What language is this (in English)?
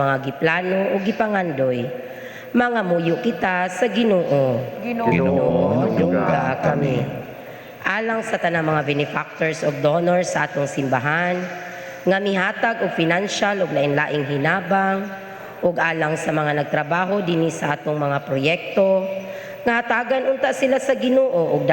Cebuano